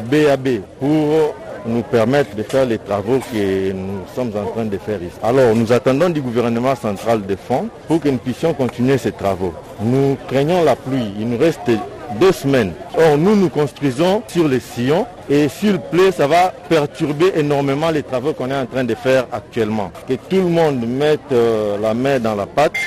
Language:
French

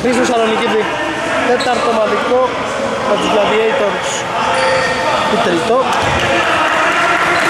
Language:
Greek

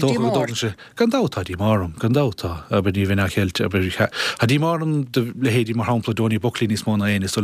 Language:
Irish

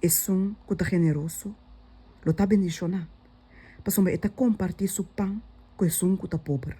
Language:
Papiamento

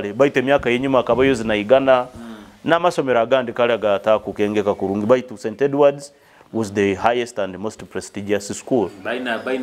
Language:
Nyoro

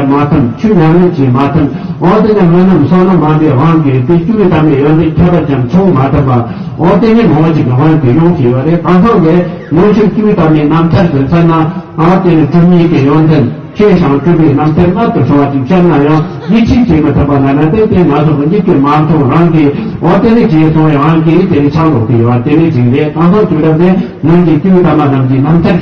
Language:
Tibetan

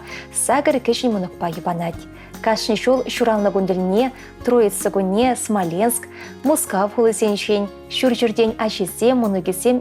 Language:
Chuvash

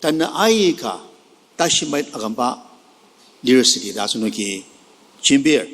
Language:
Ao Naga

